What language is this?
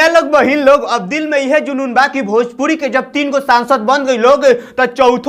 Bhojpuri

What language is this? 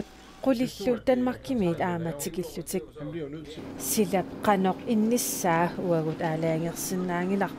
Kalaallisut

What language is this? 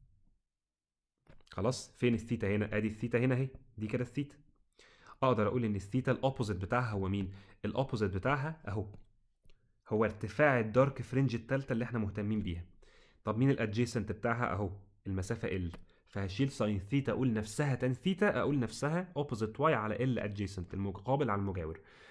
Egyptian Arabic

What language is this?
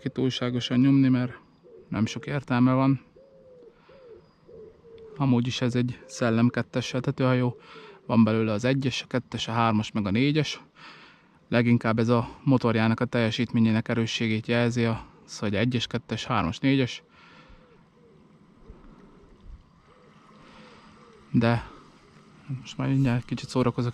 Hungarian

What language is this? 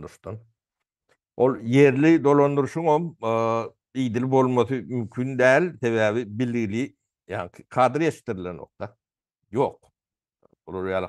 Turkmen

